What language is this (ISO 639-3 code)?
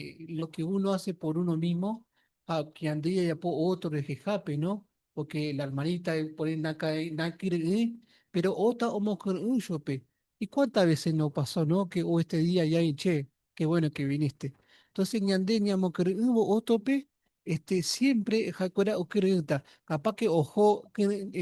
grn